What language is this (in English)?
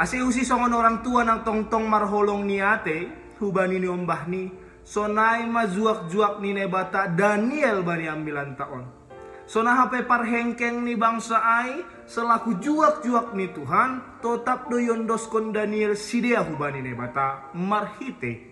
Batak Simalungun